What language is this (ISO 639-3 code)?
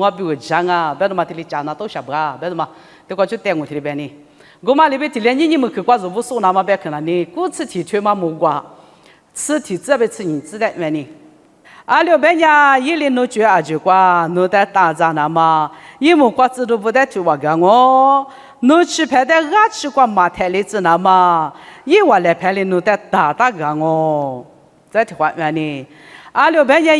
lis